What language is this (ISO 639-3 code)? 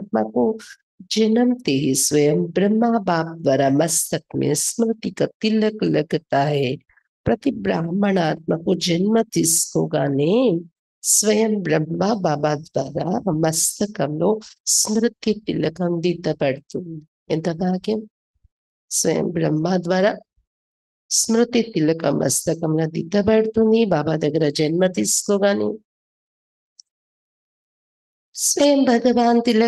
tel